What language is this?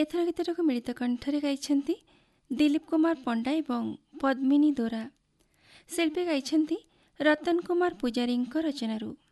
Odia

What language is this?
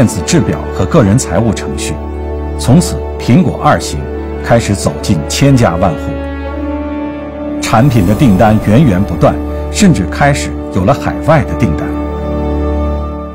Chinese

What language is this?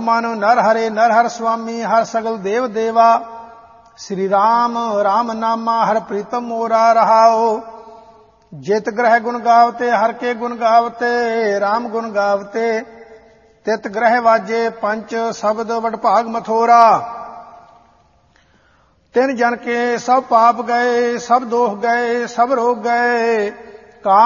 Punjabi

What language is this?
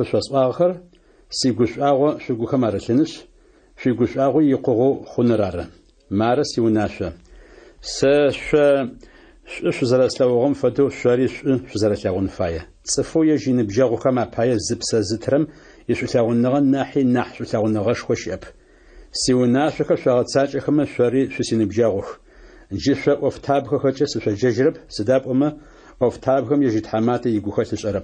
Adyghe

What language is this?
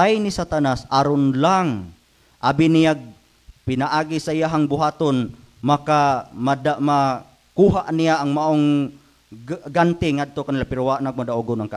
Cebuano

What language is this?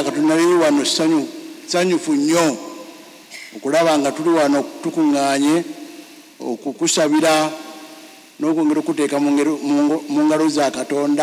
Ganda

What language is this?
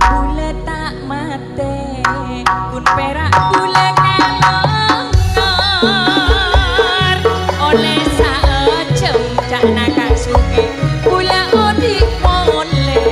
Madurese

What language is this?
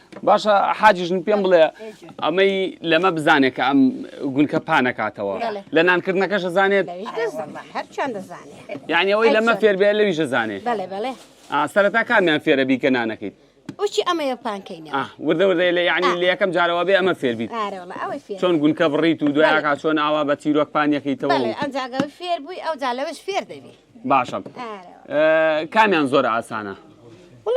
Central Kurdish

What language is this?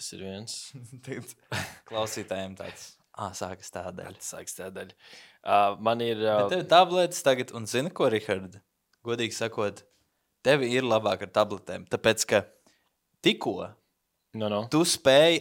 Latvian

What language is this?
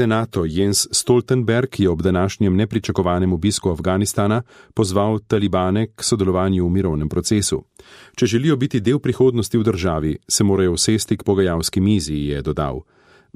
Slovenian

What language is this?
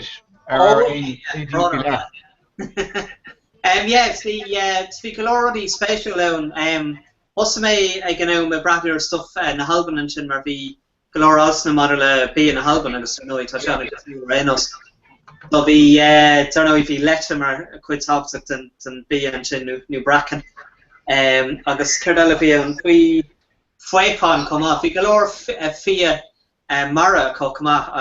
Irish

